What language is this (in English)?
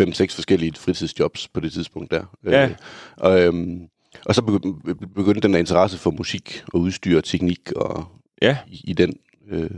Danish